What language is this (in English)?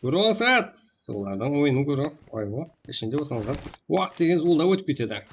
Kara-Kalpak